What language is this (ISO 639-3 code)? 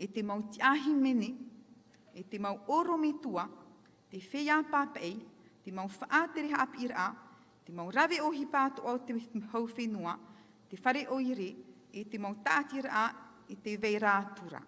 tah